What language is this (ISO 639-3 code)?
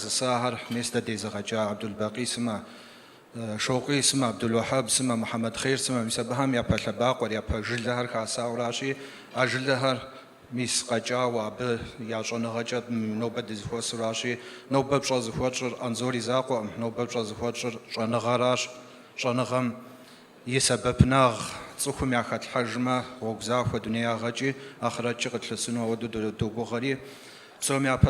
kbd